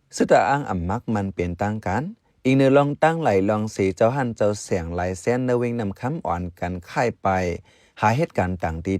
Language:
Shan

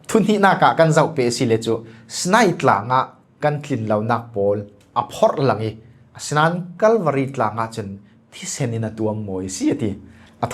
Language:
Falam Chin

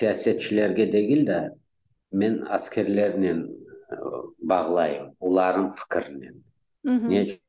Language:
Crimean Tatar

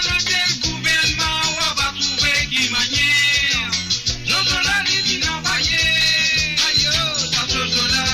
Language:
Morisyen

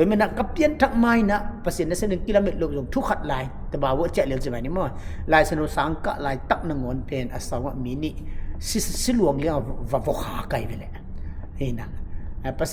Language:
Tedim Chin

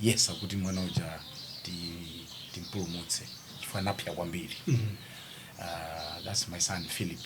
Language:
Nyanja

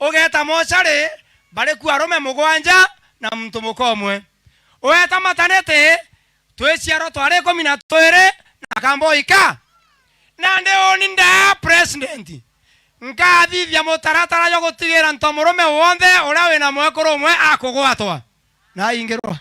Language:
Meru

